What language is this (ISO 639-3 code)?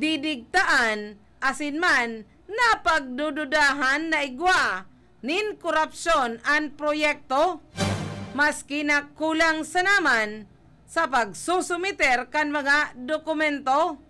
bik